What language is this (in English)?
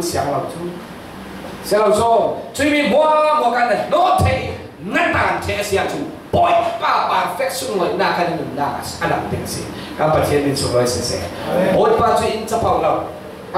Falam Chin